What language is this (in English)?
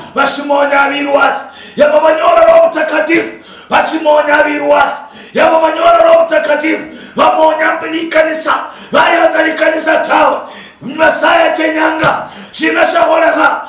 Luyia